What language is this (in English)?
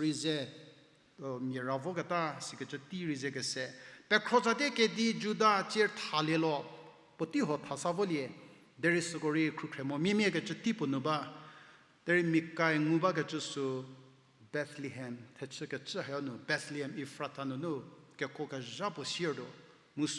Angami Naga